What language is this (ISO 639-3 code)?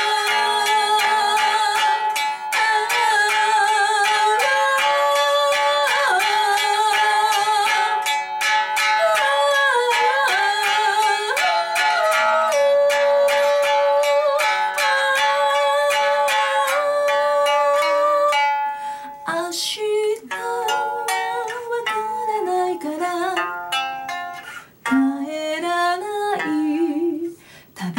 jpn